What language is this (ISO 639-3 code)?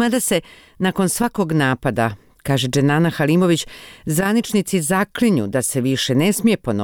bos